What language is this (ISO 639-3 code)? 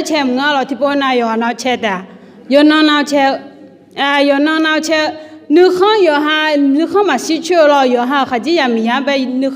ahk